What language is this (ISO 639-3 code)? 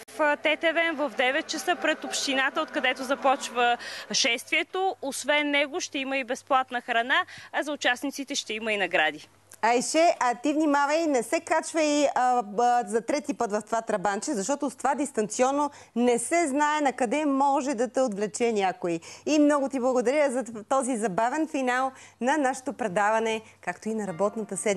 bul